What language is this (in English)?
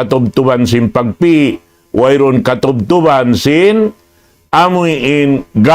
Tausug